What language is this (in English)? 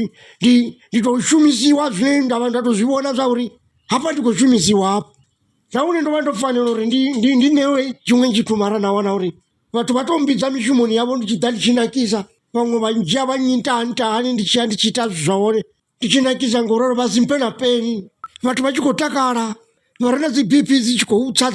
Venda